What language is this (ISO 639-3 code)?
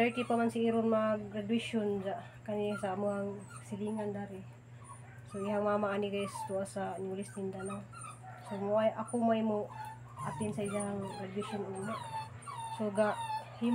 ceb